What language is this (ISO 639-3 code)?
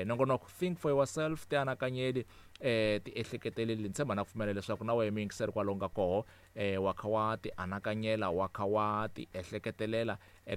tso